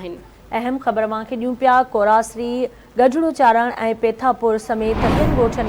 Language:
Sindhi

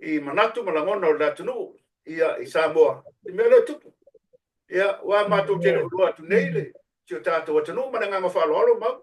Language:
Samoan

